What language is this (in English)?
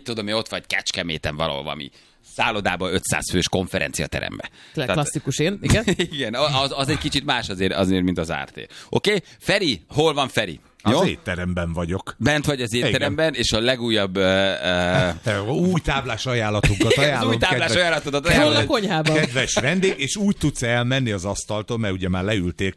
Hungarian